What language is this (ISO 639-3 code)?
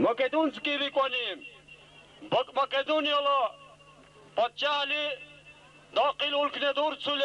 dar